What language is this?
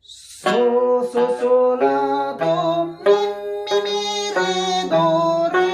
Tibetan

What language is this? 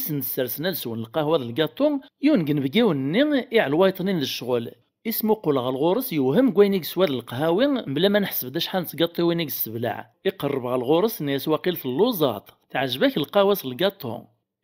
Kabyle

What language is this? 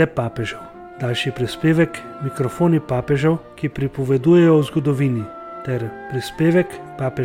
Slovenian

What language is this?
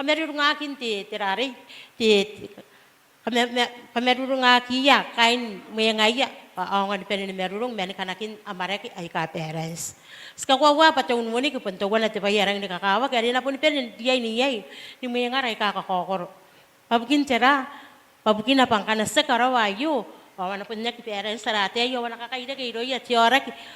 Gilbertese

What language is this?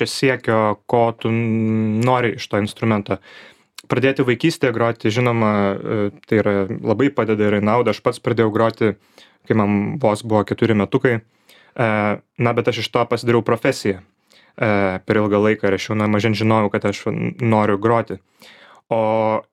Lithuanian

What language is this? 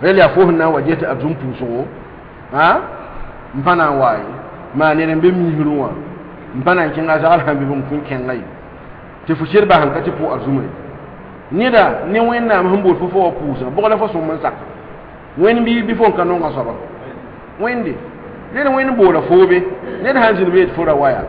Mossi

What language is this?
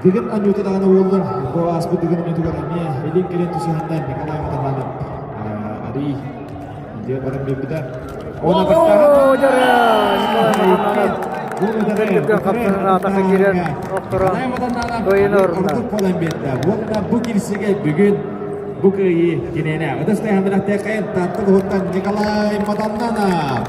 Yakut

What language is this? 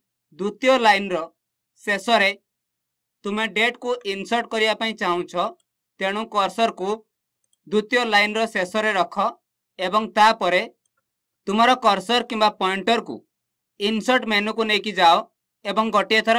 Odia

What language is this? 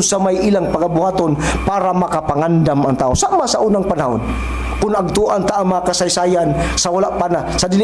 Cebuano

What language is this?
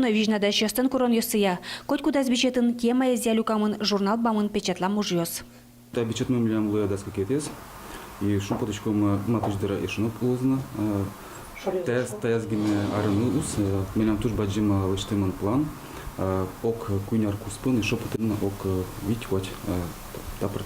Udmurt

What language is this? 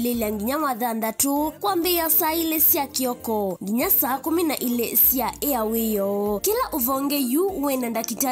Kamba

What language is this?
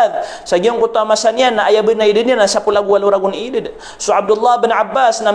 Maranao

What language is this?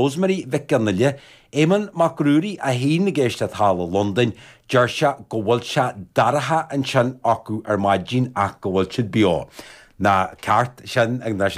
Irish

